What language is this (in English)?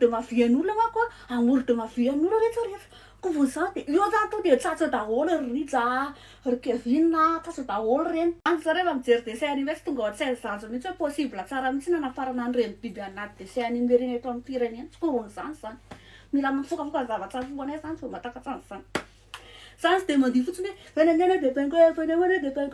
Malagasy